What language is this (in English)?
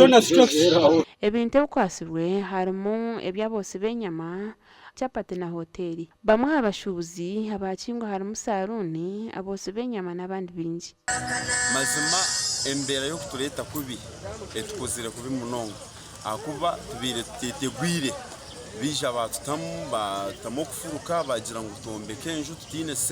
Nyankole